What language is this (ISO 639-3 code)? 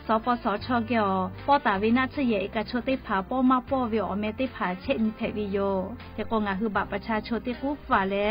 lhu